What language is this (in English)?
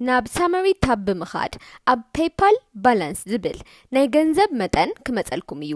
Tigrinya